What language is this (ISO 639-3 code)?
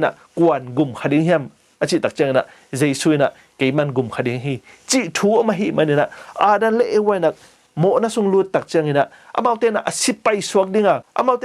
ctd